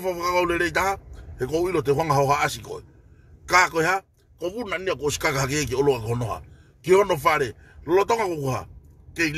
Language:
Tongan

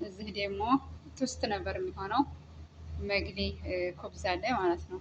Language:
Amharic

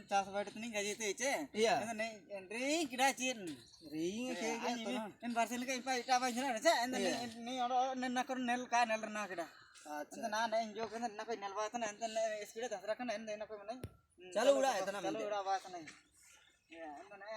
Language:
Ho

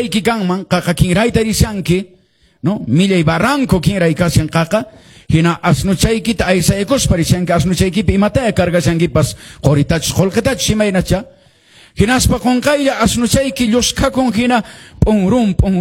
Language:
Quechua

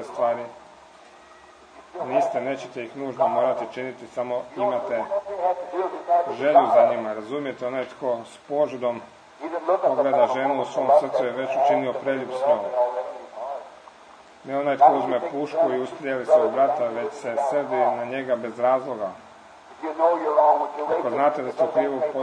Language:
Croatian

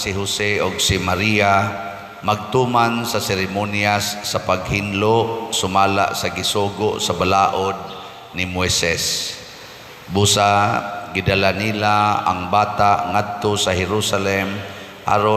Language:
Cebuano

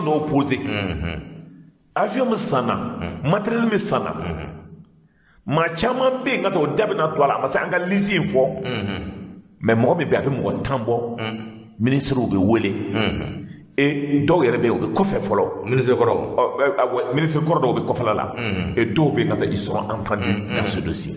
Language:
Bambara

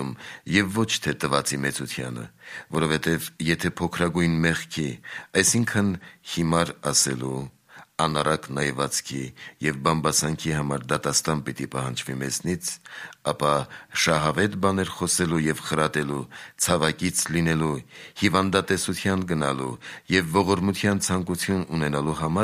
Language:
Armenian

